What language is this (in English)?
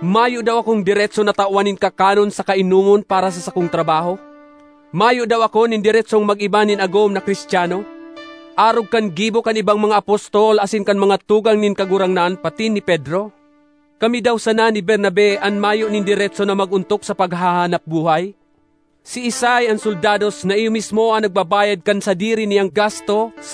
Bikol